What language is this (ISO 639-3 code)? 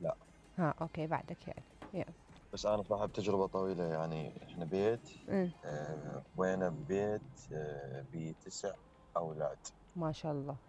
acm